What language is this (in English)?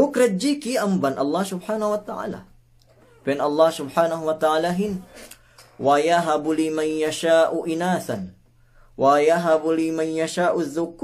Yakan